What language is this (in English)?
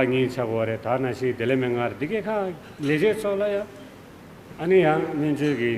Tibetan